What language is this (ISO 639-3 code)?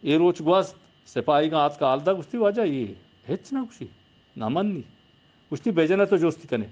bgp